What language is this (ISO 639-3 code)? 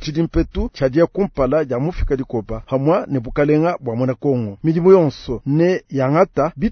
lua